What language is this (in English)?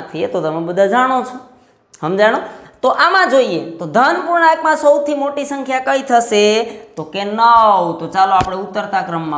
Gujarati